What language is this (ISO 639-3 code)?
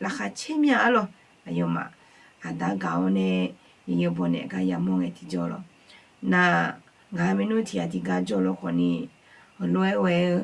ahk